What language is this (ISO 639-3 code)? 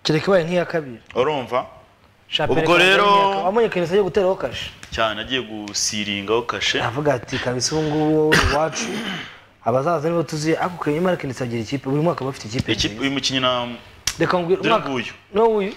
kin